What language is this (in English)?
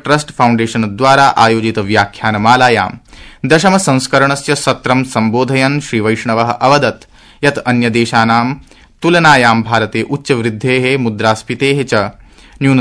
Sanskrit